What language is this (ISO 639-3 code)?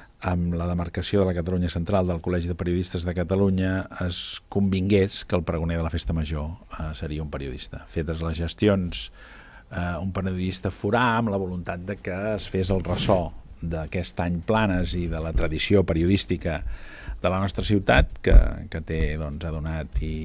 cat